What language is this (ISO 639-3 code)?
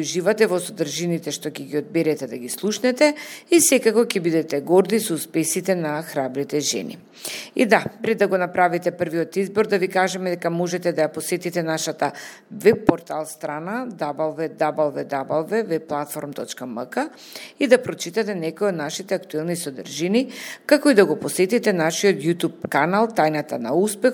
mkd